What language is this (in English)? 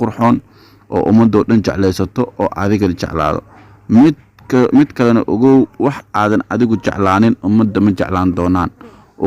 Somali